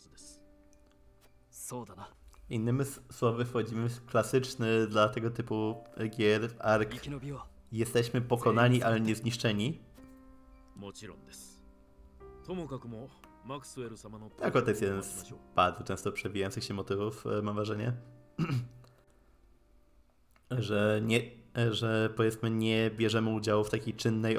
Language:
Polish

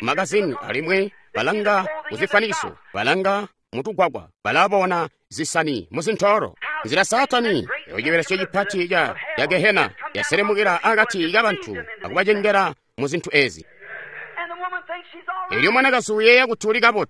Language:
Tonga (Zambia)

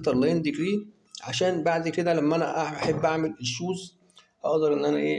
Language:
Egyptian Arabic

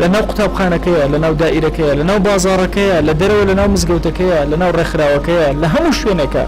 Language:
Central Kurdish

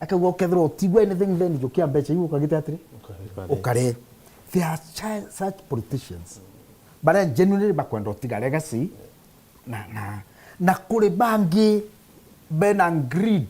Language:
Meru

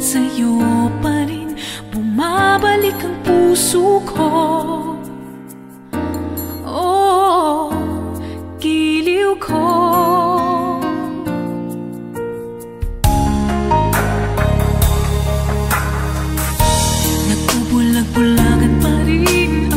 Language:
Filipino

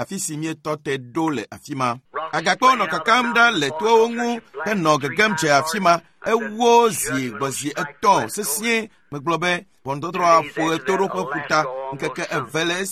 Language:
Ewe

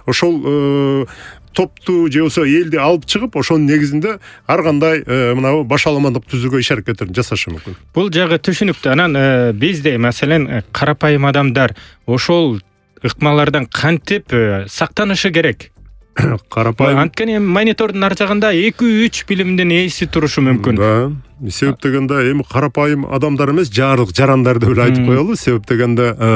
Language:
Kyrgyz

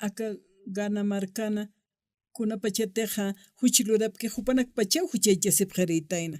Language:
Aymara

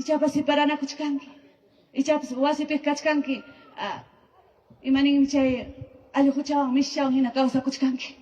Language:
Ayacucho Quechua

